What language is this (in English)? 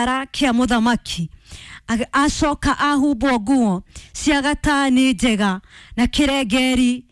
Kikuyu